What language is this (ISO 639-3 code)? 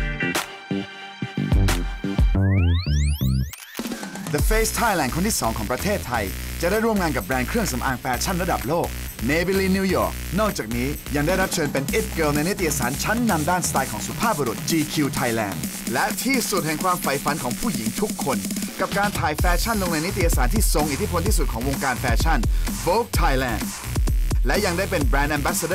tha